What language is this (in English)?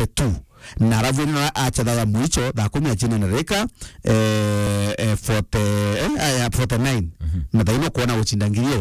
Meru